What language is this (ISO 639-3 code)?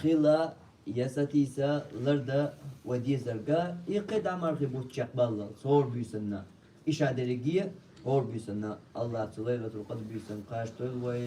che